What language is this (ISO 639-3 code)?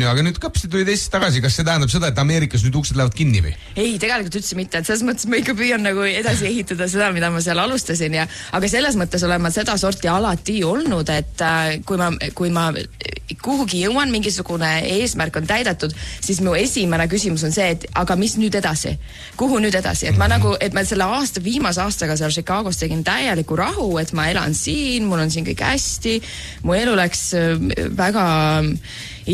est